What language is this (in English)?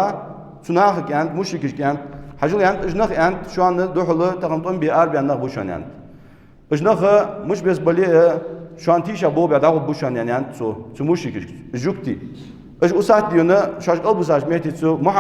Ingush